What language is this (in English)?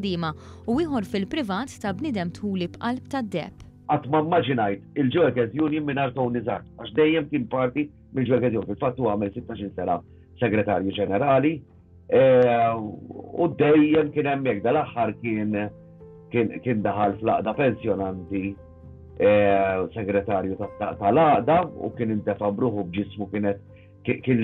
Maltese